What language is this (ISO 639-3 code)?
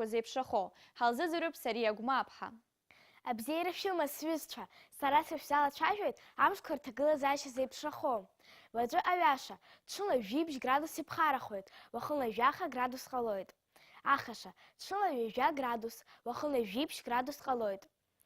abk